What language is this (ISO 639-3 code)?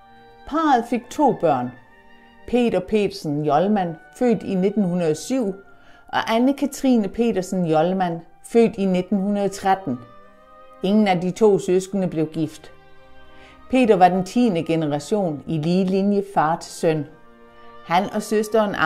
dan